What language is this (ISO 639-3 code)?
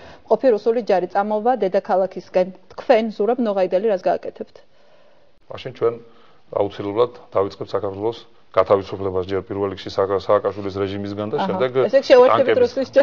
kat